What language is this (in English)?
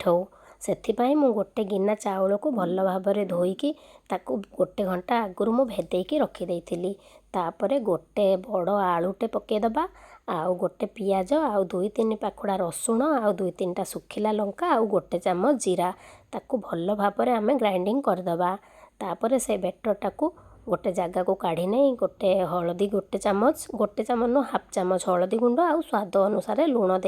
Odia